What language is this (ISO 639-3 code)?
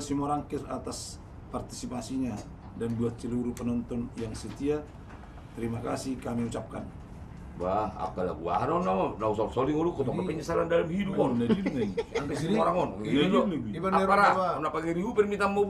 bbc